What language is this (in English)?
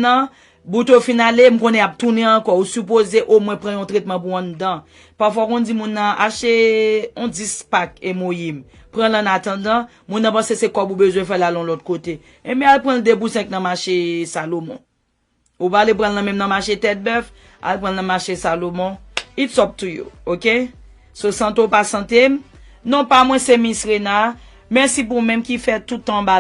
Haitian Creole